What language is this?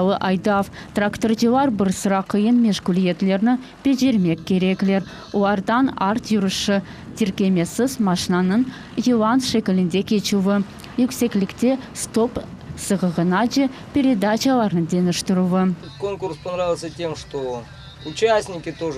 Crimean Tatar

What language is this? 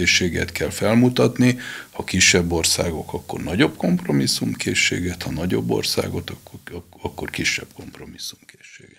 Hungarian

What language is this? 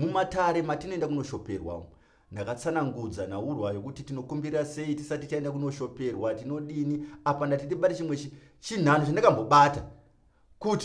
Shona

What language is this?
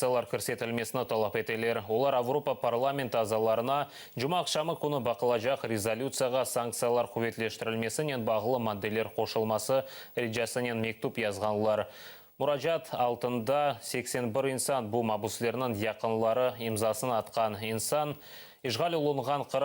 Crimean Tatar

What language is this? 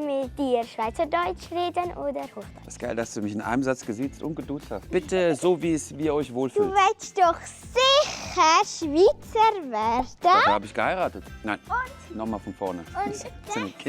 Swiss German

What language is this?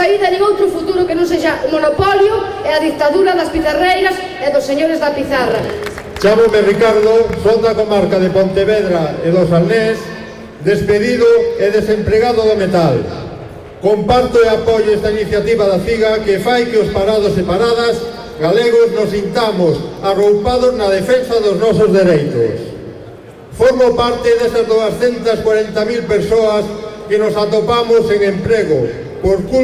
Galician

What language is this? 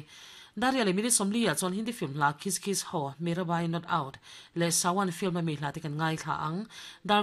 Mizo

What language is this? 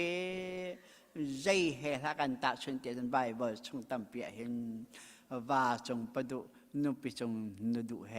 Hakha Chin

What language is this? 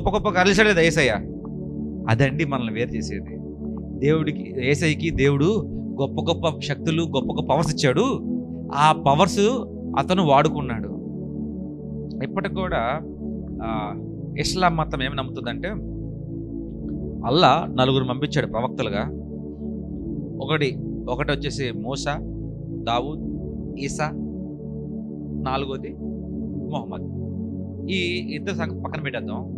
Telugu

